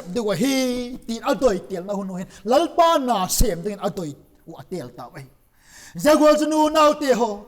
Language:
Vaiphei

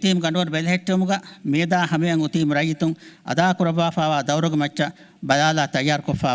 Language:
Divehi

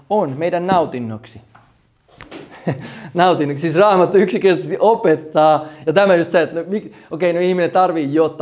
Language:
Finnish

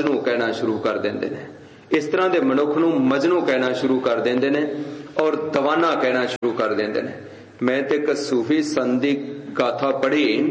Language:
Punjabi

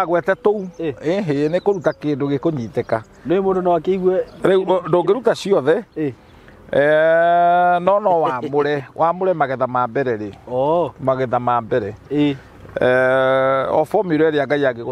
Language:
Kikuyu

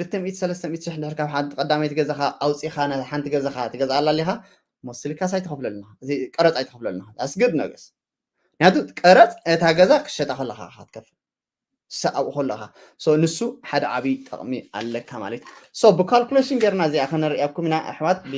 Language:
Tigrinya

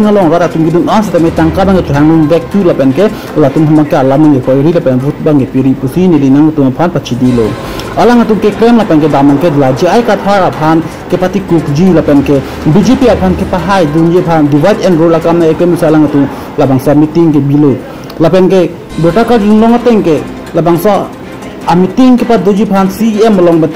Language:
Karbi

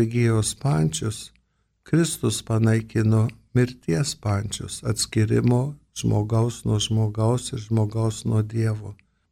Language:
Lithuanian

